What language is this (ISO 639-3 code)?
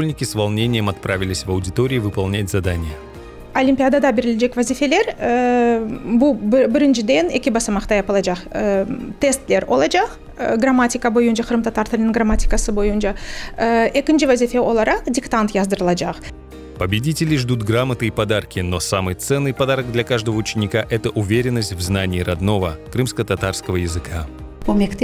crh